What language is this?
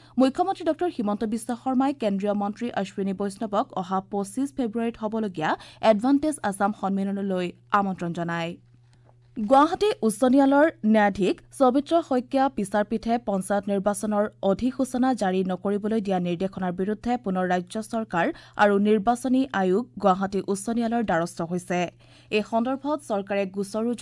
Assamese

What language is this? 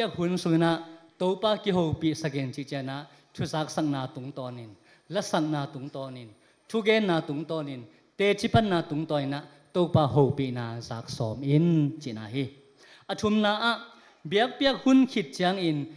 Tedim Chin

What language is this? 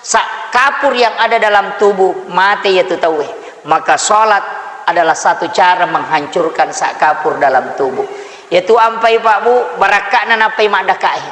Buginese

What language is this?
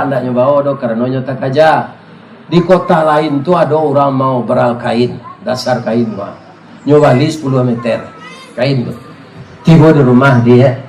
Minangkabau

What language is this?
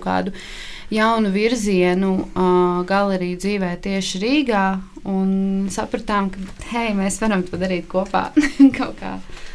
Latvian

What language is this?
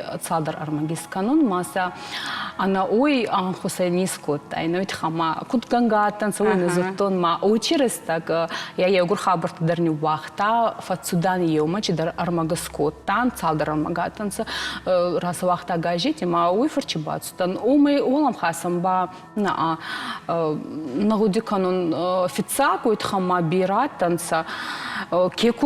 Ossetic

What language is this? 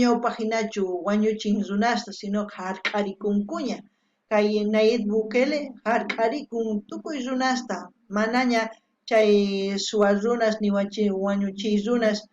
South Bolivian Quechua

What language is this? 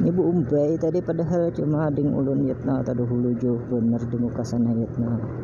Banjar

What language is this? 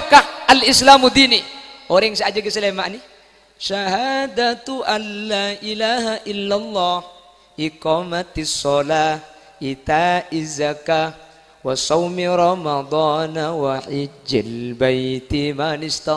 Madurese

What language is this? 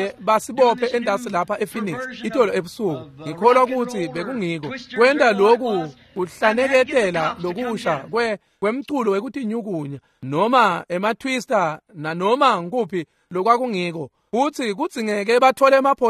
Swati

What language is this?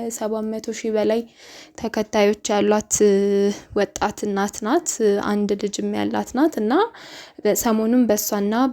Amharic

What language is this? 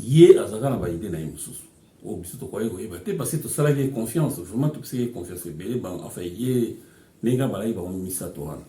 Lingala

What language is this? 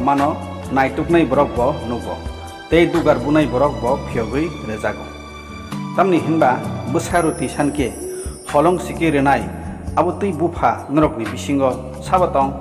Kok Borok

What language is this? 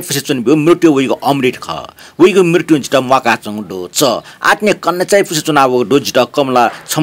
Newari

